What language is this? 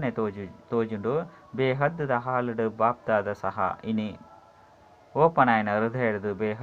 Tulu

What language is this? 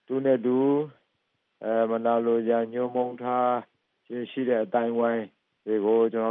Burmese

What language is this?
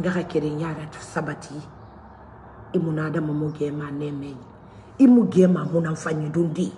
Mandingo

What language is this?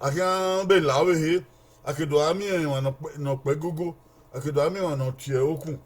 Bini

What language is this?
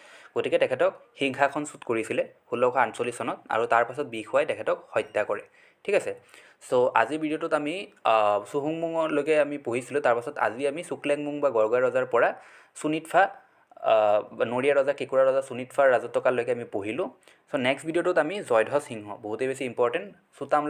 Assamese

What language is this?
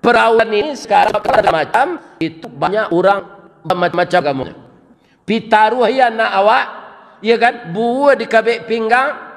Minangkabau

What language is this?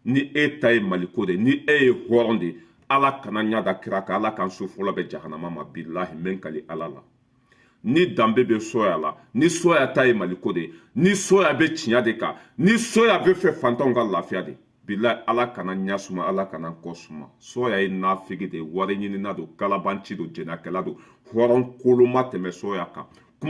Bambara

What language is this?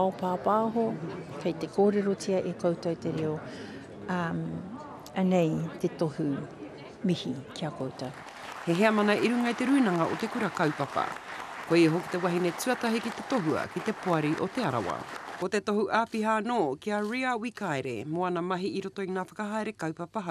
Māori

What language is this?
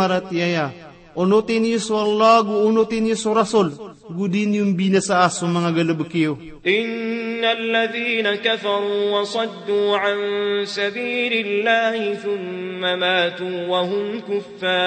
Maranao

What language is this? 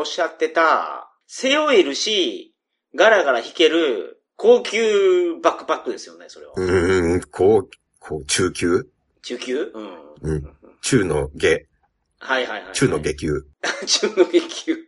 Japanese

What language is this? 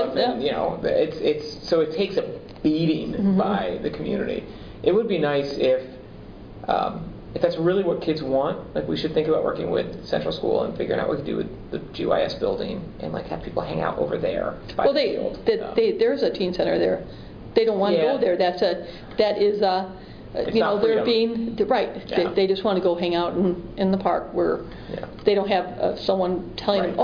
English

